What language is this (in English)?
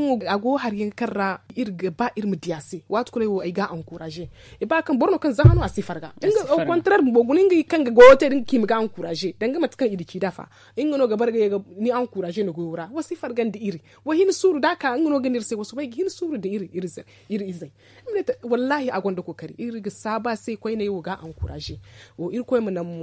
Zarma